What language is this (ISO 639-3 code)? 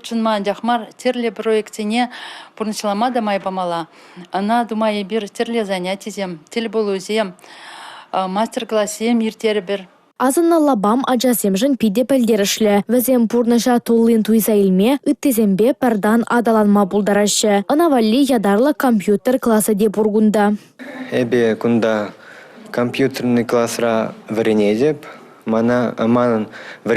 chv